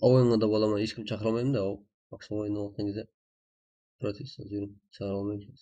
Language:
Kara-Kalpak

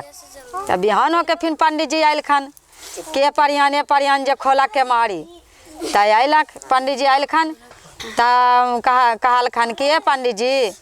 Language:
Magahi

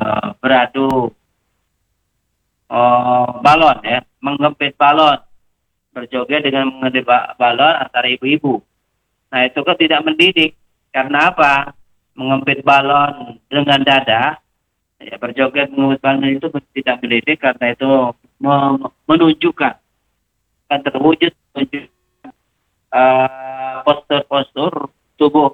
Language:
Indonesian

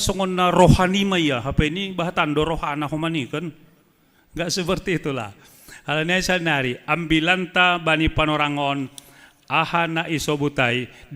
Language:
Batak Simalungun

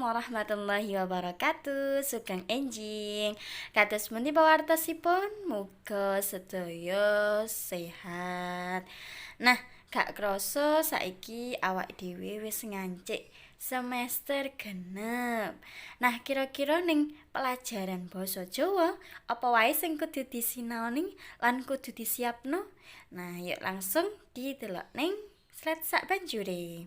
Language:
Javanese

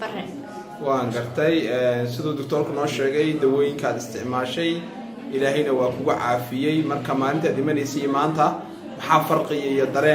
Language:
Somali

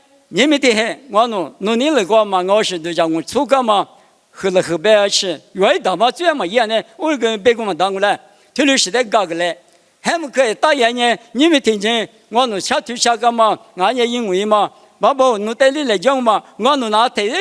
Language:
Lisu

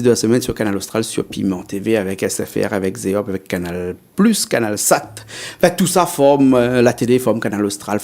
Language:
Réunion Creole French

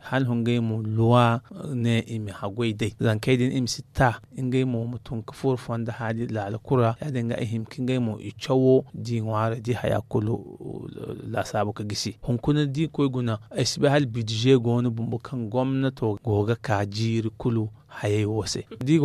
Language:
Zarma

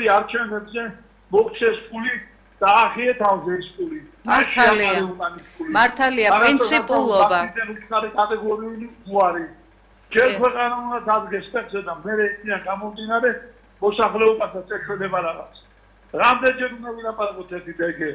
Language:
Georgian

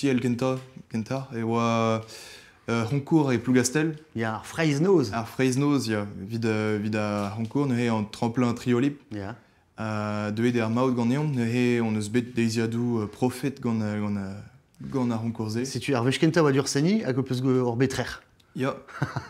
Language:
Breton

